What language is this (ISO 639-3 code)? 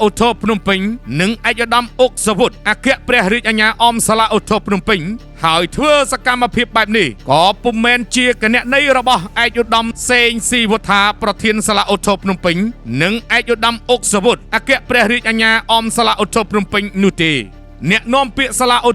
khm